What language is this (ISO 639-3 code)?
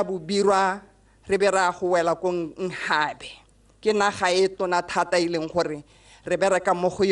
tsn